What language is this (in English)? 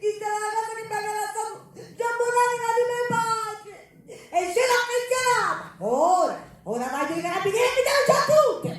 Sicilian